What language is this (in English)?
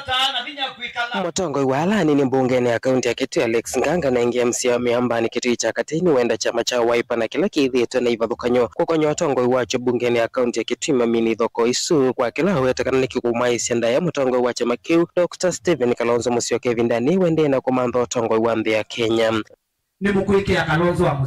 Kamba